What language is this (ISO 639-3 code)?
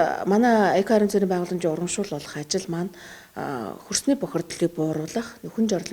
mon